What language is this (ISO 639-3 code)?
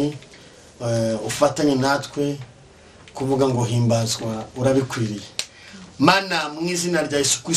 kin